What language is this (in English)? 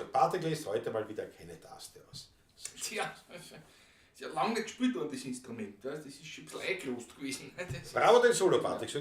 Bavarian